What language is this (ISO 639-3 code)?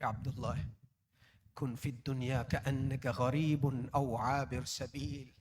div